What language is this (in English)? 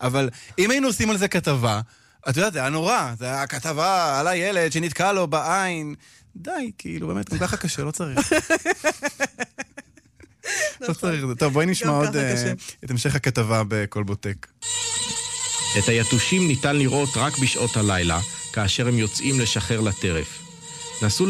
Hebrew